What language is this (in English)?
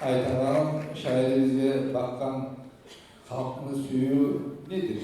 Kumyk